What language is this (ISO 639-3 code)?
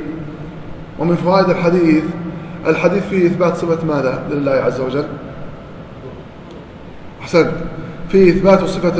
ara